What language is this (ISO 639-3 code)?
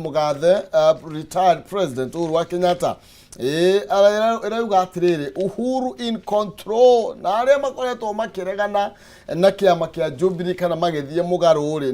kik